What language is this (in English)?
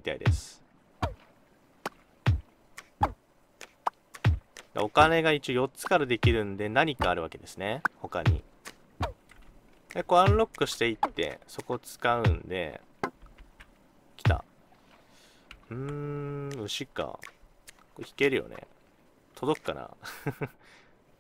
Japanese